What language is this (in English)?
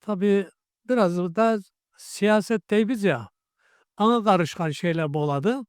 Karachay-Balkar